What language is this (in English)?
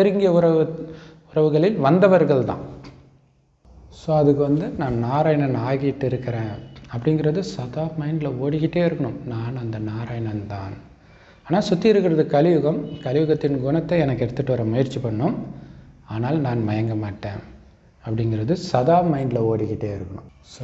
Tamil